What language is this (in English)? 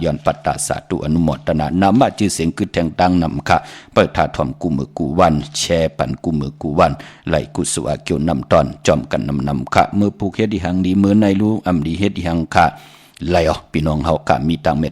Shan